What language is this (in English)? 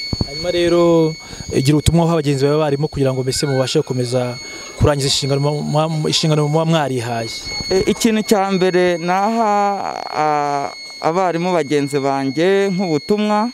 Kinyarwanda